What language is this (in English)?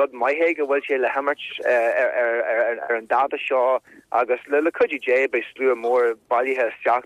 Irish